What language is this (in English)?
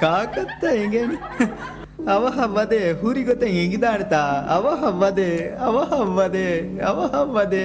Divehi